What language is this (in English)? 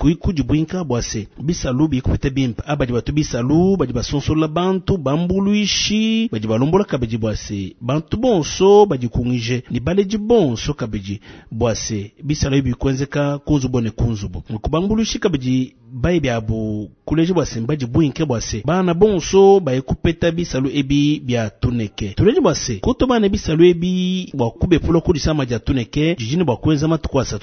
Luba-Lulua